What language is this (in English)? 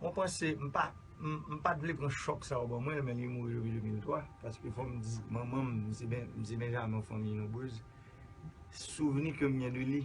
Haitian Creole